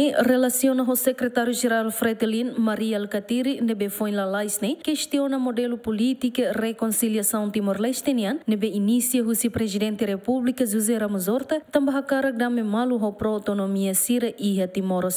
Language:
Tetum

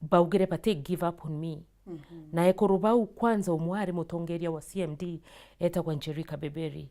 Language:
Meru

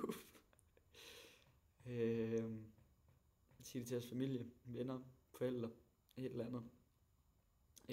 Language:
Danish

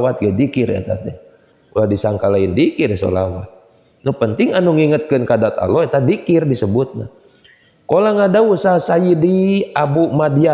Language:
Sundanese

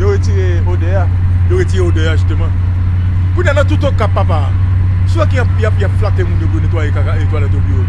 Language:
Haitian Creole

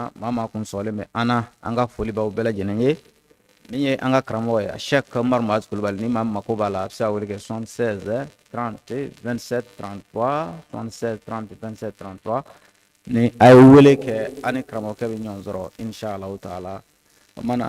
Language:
Bambara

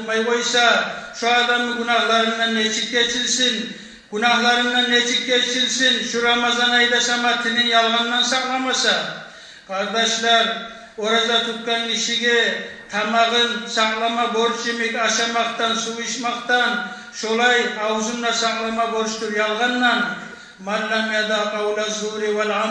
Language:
Kumyk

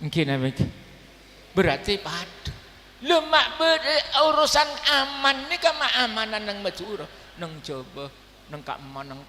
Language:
Madurese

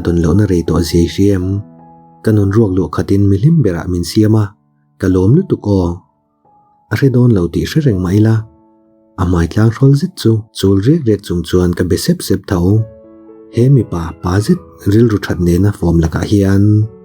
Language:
Mizo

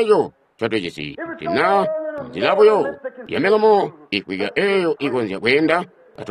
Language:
Tonga (Zambia)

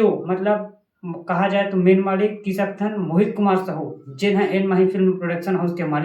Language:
Chhattisgarhi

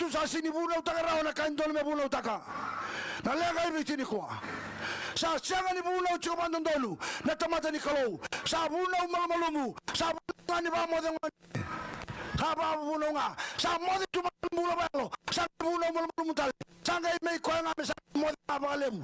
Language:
Fijian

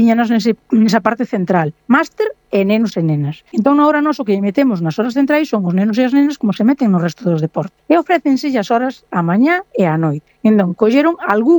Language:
Galician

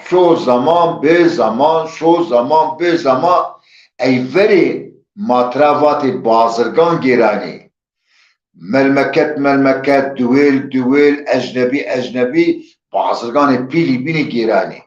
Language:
Zaza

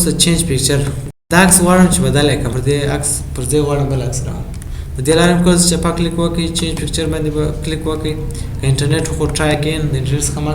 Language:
Pashto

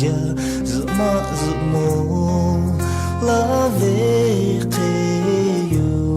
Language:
Lahu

